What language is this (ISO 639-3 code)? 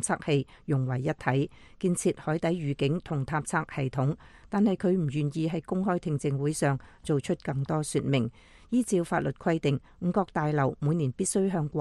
yue